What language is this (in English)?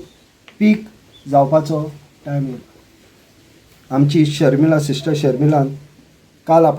Konkani